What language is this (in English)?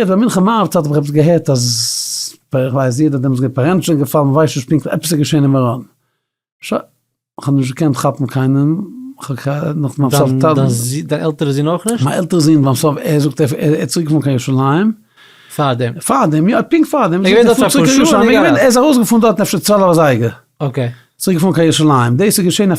Yiddish